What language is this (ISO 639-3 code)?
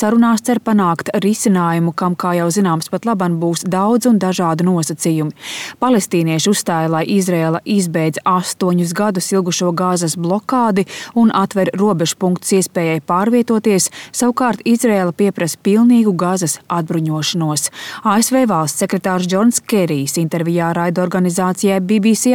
lav